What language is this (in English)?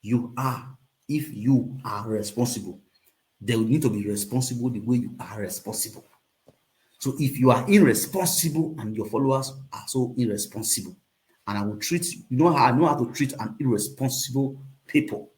Nigerian Pidgin